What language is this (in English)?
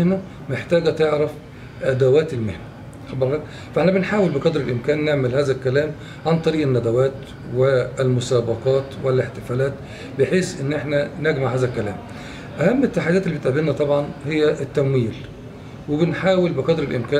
Egyptian Arabic